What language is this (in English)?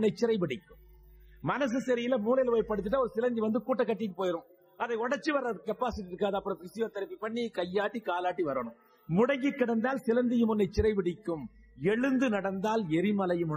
Tamil